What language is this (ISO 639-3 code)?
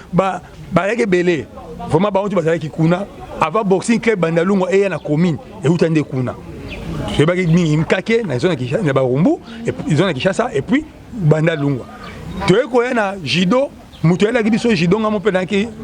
lin